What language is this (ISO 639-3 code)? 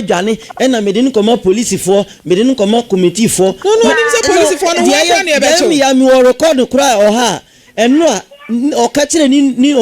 aka